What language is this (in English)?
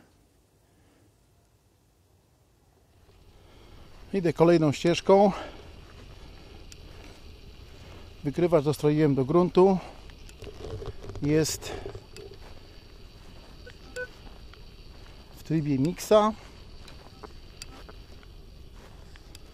Polish